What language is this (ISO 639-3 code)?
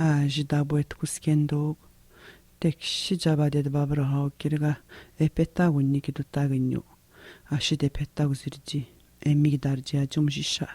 atj